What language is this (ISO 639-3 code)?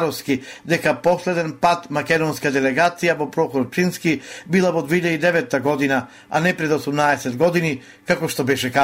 mkd